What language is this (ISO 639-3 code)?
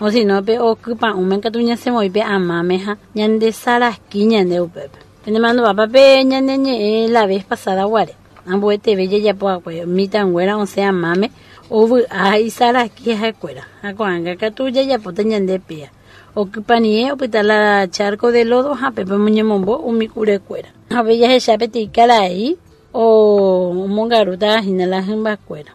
grn